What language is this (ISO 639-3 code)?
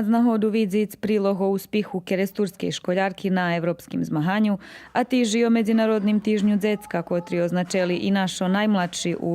rue